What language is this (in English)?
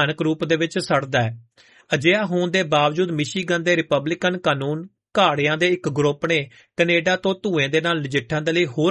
Punjabi